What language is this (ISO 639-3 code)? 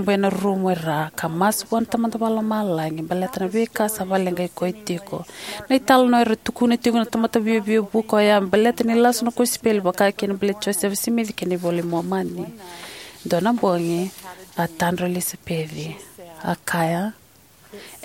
fij